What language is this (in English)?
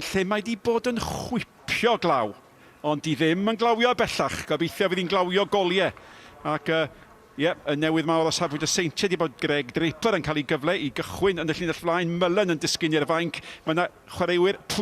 Welsh